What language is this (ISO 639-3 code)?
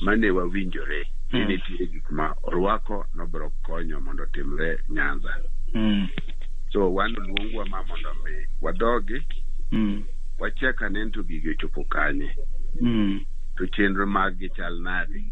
luo